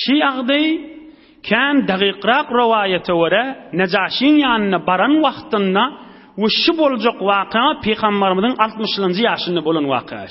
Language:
Turkmen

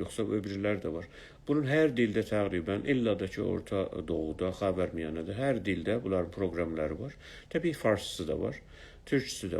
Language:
South Azerbaijani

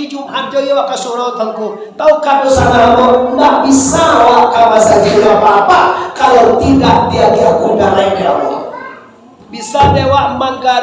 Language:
Minangkabau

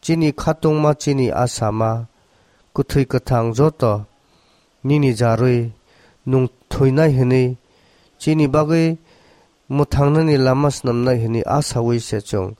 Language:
Kok Borok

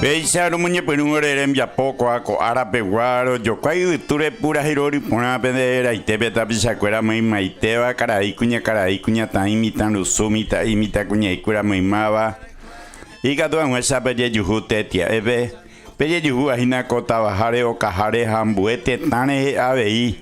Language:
Guarani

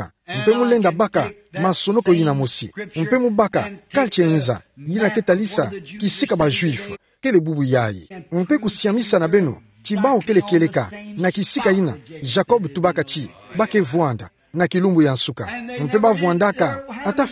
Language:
Kituba (Democratic Republic of Congo)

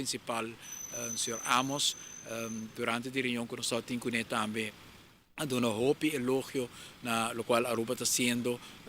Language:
Papiamento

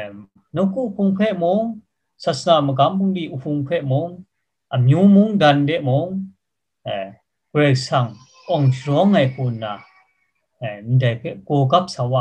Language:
Kachin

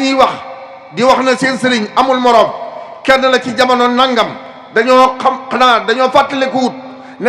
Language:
Wolof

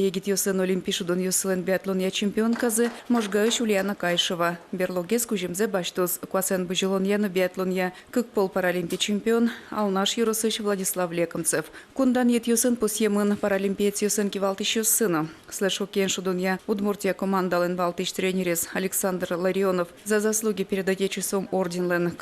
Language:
Udmurt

